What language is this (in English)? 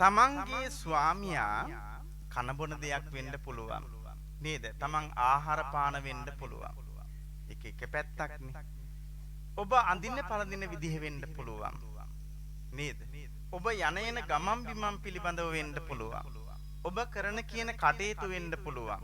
Sinhala